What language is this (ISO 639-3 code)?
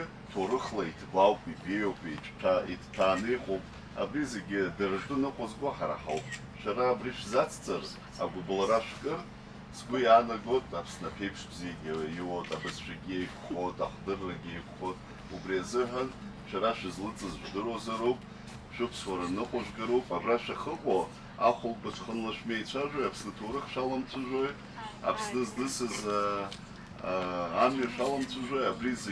abk